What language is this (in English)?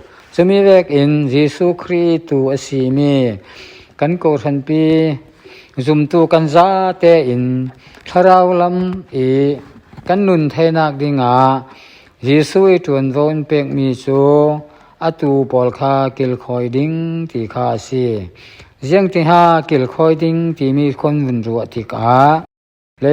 Falam Chin